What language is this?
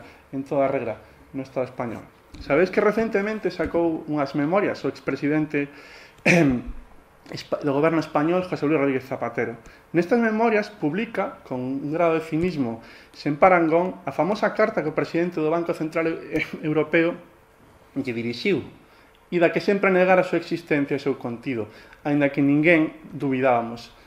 Galician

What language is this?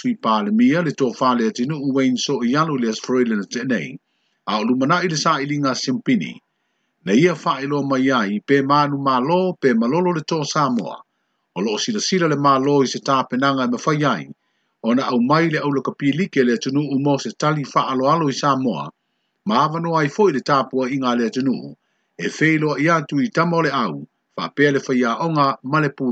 Samoan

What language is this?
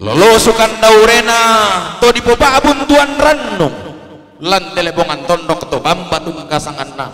Toraja-Sa'dan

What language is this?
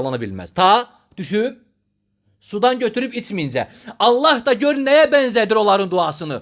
Azerbaijani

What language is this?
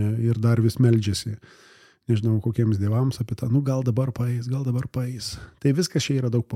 Lithuanian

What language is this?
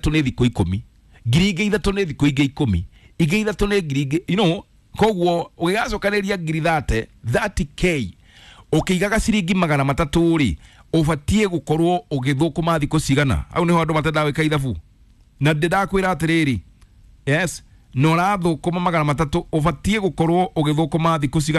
Kikuyu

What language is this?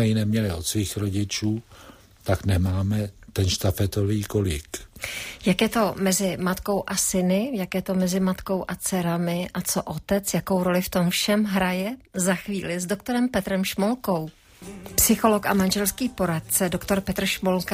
Czech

